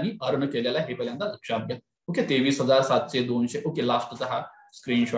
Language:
Marathi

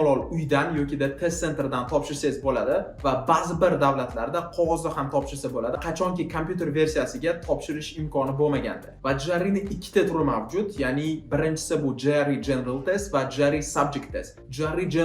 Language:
Uzbek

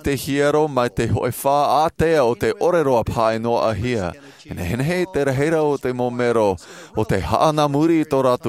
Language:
Tahitian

